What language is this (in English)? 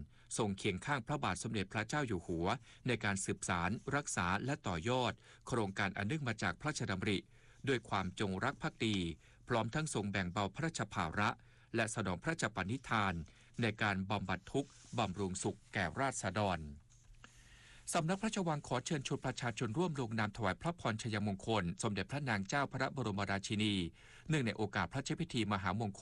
Thai